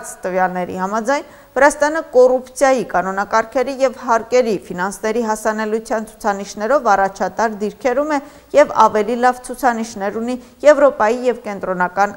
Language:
Armenian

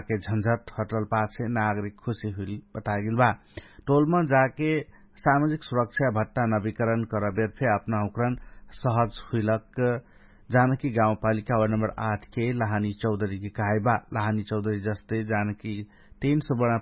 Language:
Dangaura Tharu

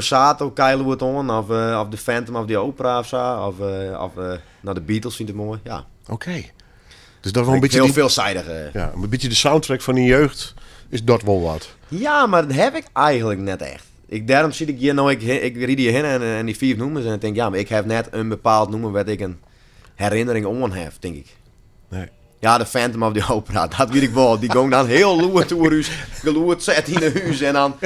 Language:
Western Frisian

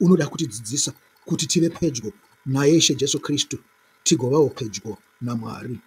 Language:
Shona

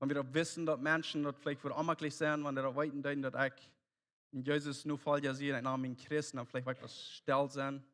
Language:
Plautdietsch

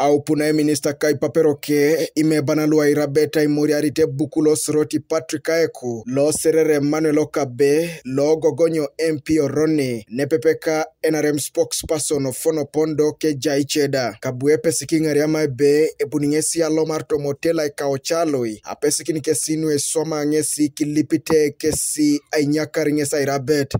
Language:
Teso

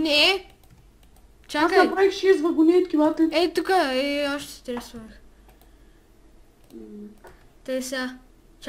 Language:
Bulgarian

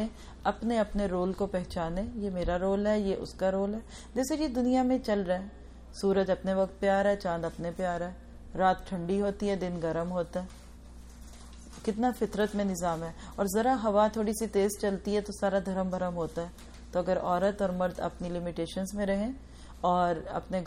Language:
Urdu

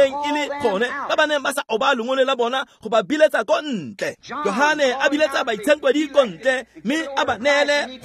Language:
Tswana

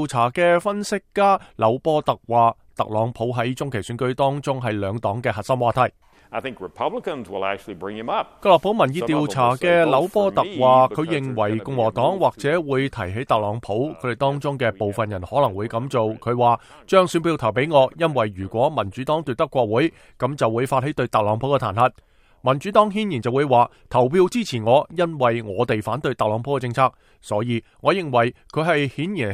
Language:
Cantonese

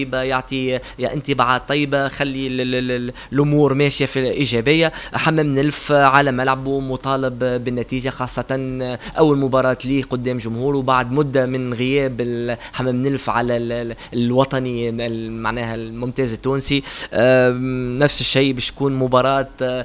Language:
Tunisian Arabic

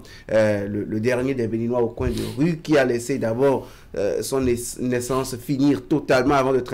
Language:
French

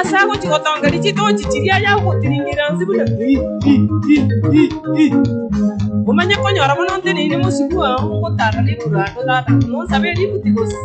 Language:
Gusii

